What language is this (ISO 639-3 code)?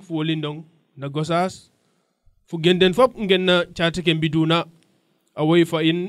srr